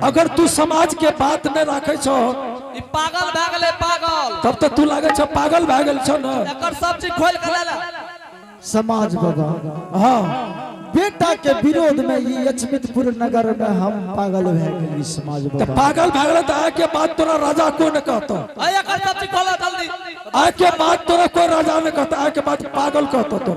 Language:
Angika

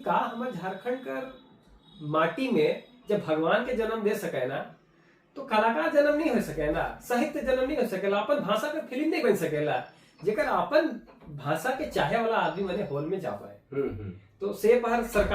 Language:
Sadri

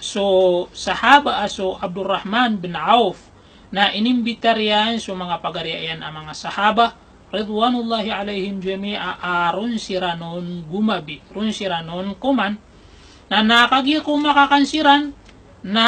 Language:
Maranao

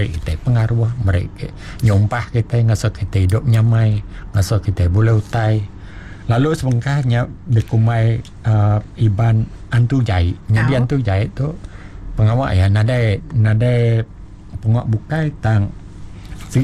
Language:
Iban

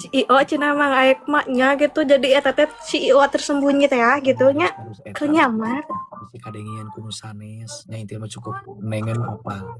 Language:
Sundanese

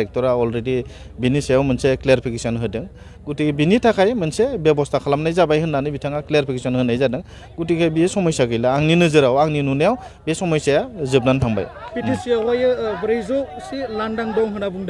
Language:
Bodo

